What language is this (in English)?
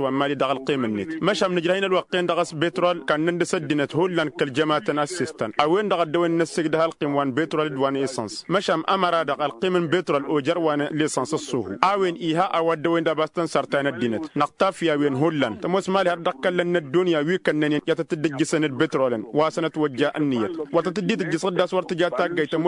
Tamasheq